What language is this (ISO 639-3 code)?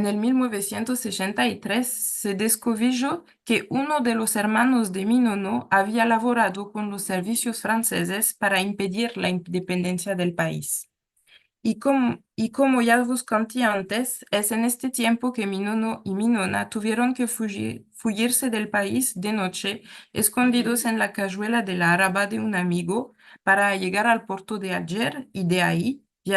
lad